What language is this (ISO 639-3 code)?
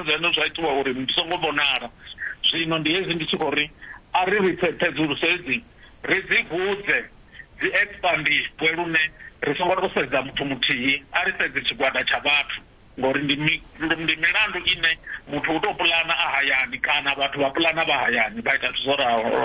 ven